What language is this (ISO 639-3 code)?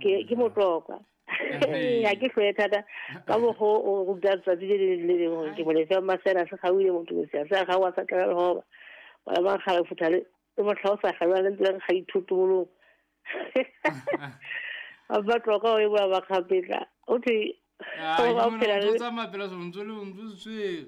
sot